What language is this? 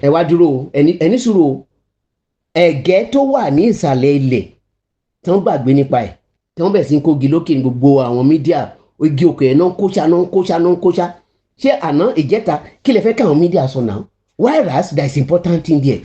Yoruba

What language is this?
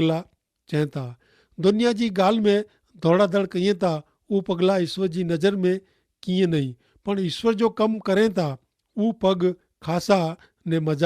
Kachhi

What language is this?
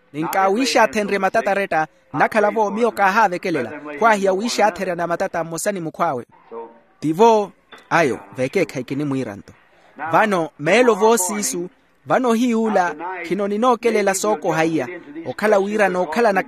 Makhuwa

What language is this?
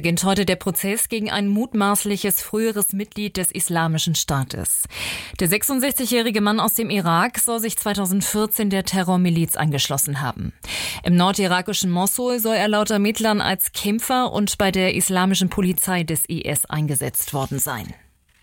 German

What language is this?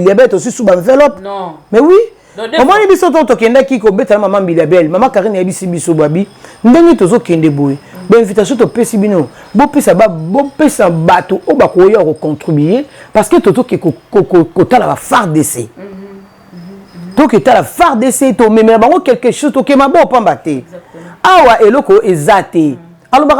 Lingala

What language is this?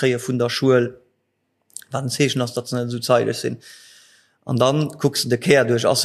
Luxembourgish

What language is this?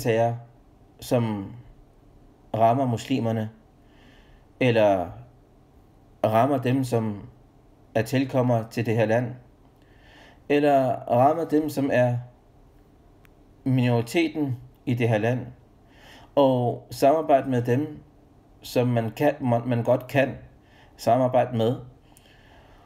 Danish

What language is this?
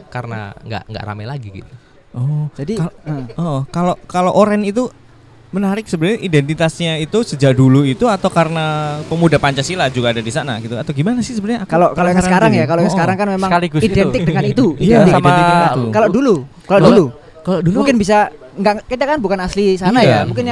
Indonesian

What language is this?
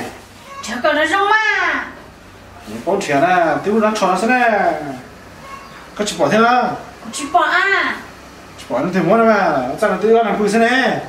Vietnamese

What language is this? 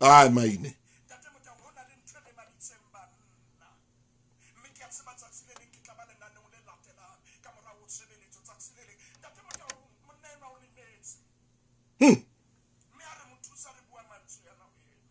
Southern Sotho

